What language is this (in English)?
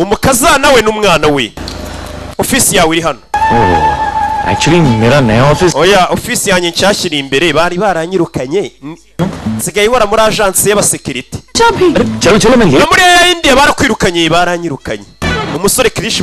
Kinyarwanda